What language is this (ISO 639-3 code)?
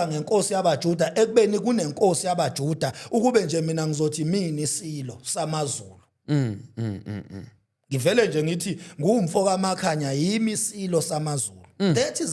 zul